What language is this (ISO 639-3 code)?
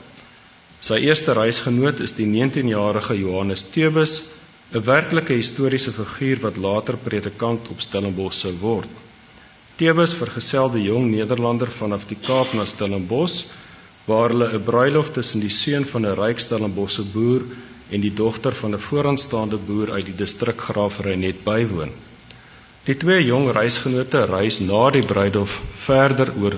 afr